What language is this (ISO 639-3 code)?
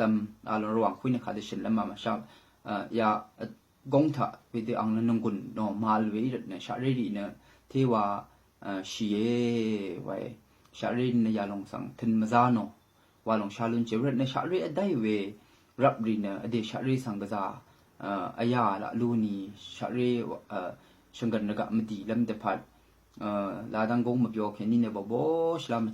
raw